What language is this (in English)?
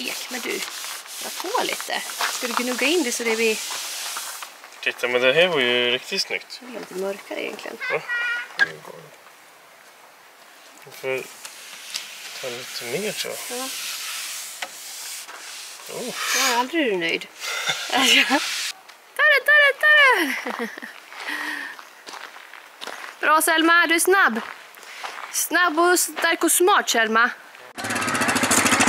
Swedish